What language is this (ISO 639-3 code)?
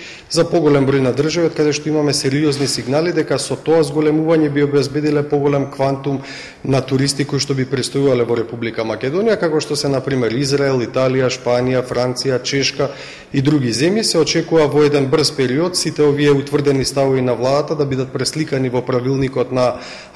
mkd